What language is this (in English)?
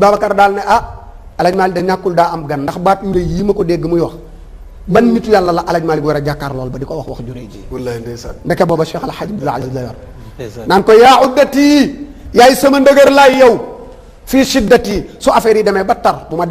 Wolof